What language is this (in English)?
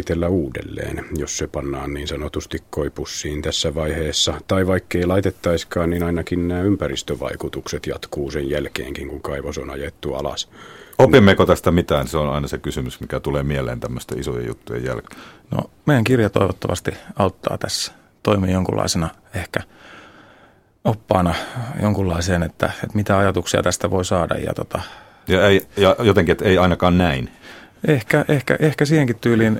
Finnish